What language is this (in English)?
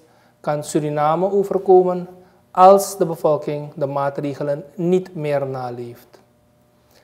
Dutch